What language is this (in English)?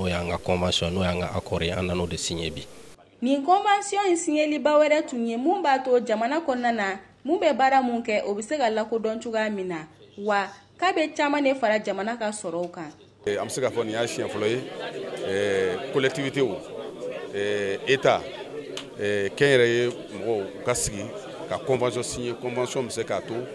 Bambara